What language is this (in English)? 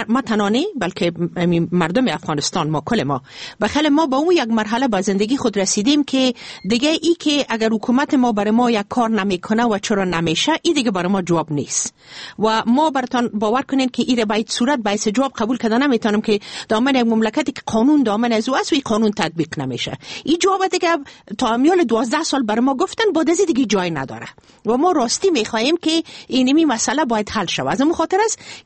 Persian